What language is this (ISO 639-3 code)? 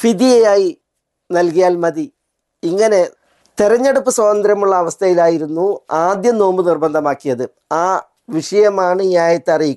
mal